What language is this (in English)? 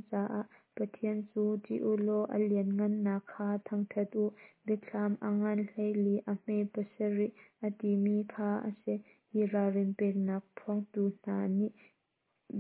Hakha Chin